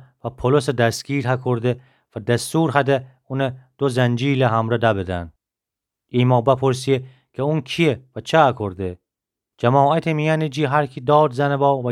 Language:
Gilaki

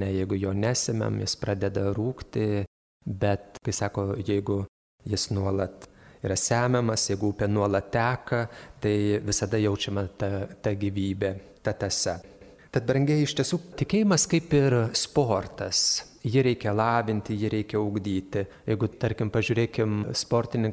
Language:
Lithuanian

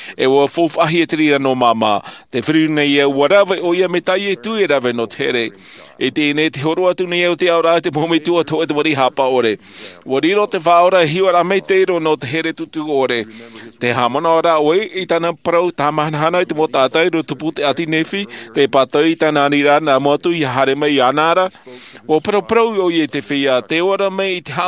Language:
Tahitian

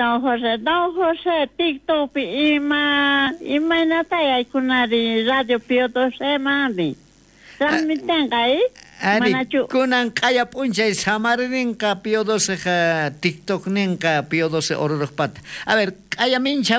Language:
South Bolivian Quechua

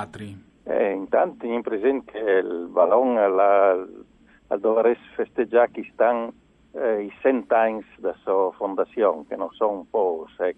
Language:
Friulian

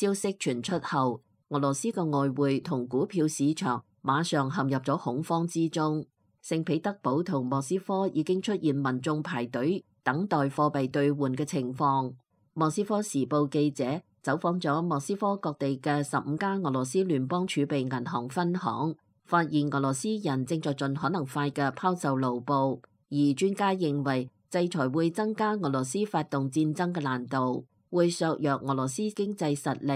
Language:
Cantonese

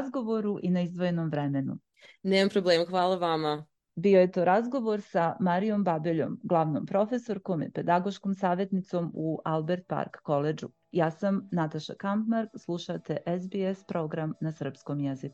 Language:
Serbian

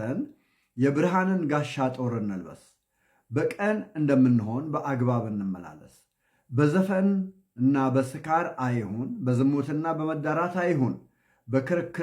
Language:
Amharic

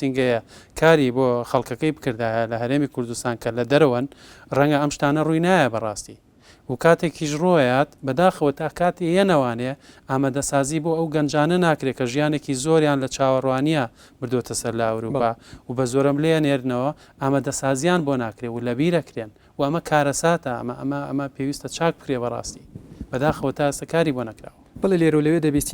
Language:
Central Kurdish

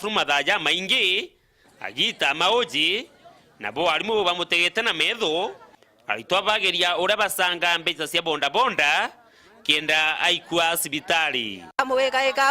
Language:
Meru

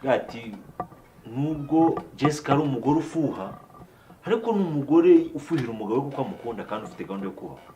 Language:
Kinyarwanda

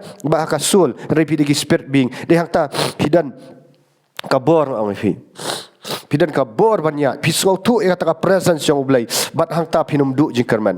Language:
Khasi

